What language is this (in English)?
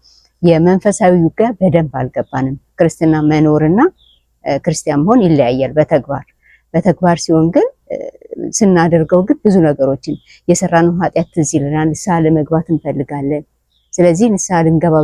Amharic